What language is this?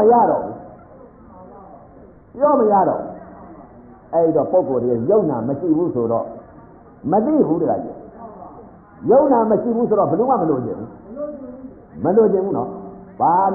Burmese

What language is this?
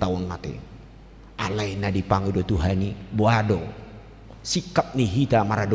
Batak Toba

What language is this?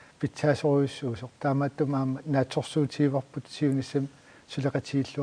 Kalaallisut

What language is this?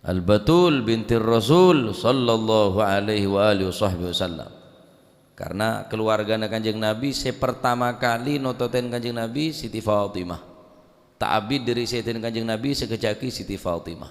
Madurese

